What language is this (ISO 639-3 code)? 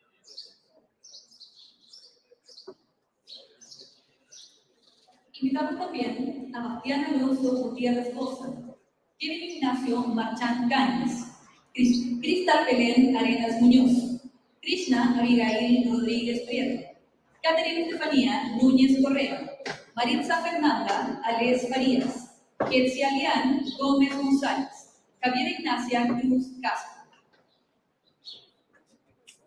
spa